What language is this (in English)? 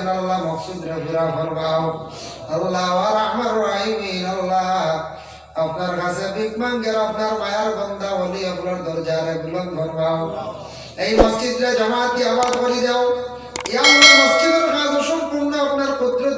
Sylheti